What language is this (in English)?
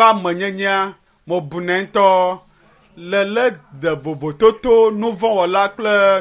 Ewe